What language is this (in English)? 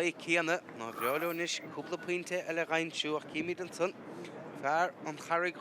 Irish